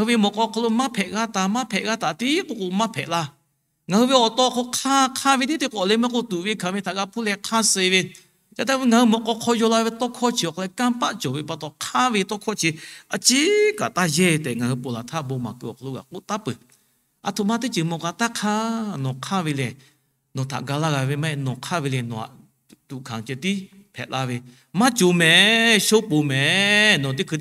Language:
Lahu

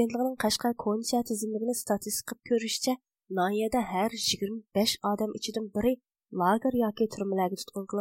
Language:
Uyghur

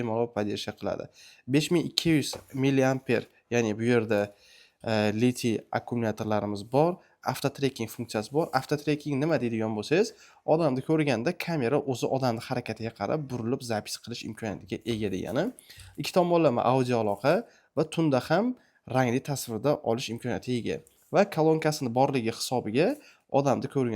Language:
Uzbek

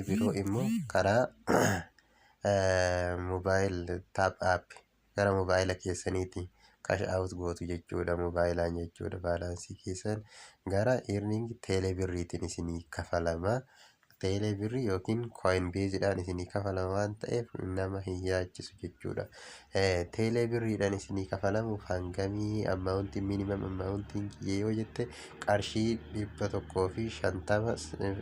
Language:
Oromo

